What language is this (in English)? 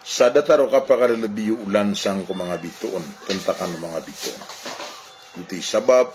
Maranao